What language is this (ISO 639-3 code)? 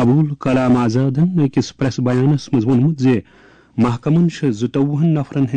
kas